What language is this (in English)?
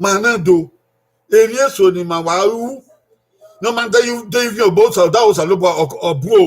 Bini